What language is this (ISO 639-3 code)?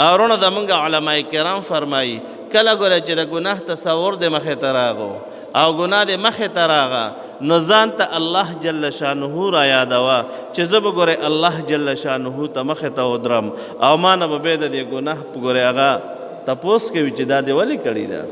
pus